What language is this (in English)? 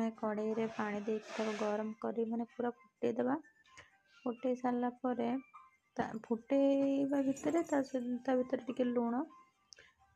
Odia